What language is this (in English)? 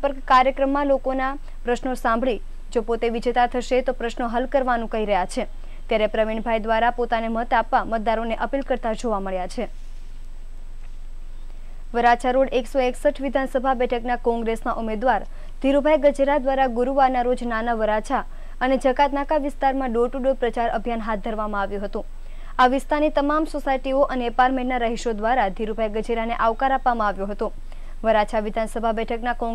Gujarati